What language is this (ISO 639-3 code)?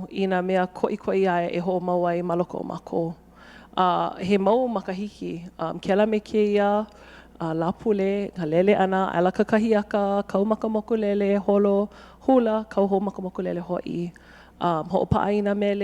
haw